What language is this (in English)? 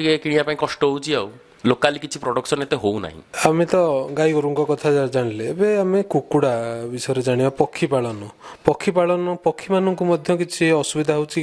Odia